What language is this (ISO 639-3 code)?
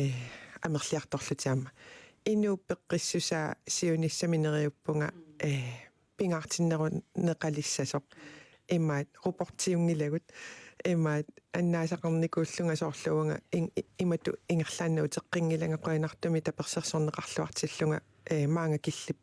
kal